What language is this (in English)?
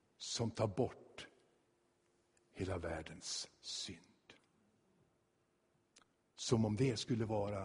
Swedish